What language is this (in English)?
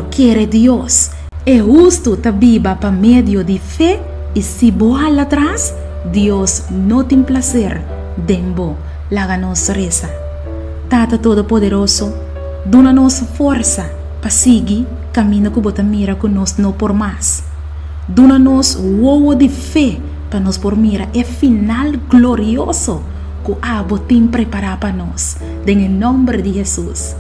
Papiamento